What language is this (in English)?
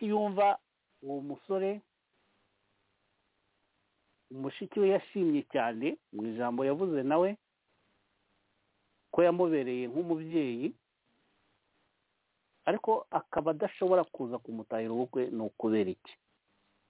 Kinyarwanda